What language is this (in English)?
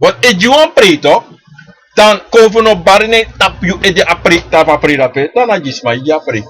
Sranan Tongo